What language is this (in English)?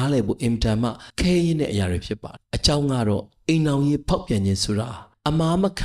Burmese